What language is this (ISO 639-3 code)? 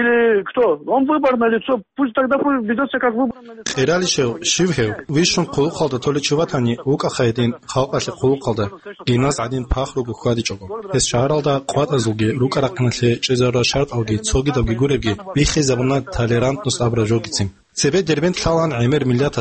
ava